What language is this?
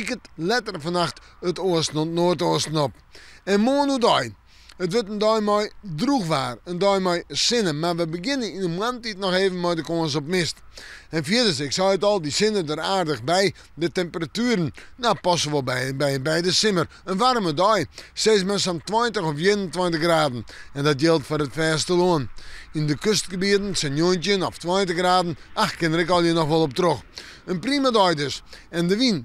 Western Frisian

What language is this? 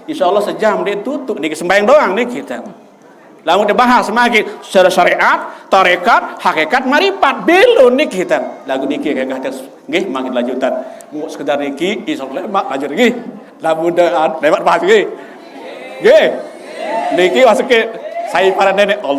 Sasak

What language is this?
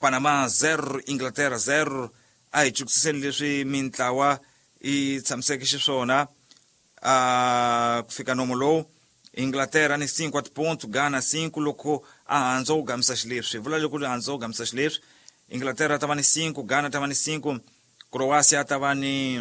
Tsonga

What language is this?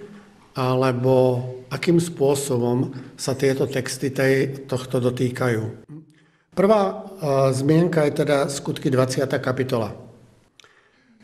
Slovak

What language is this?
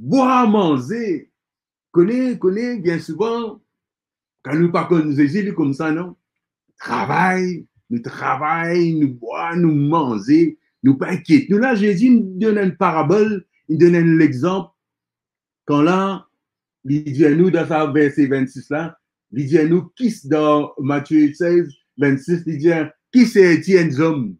Morisyen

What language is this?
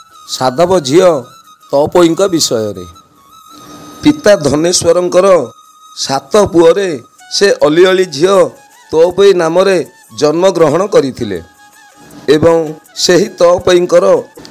Odia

